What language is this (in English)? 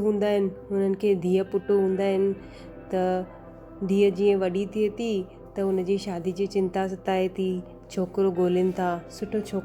Sindhi